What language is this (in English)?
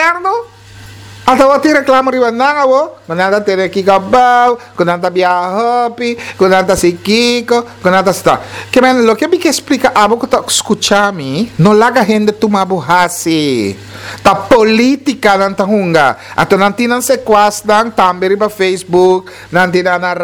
Papiamento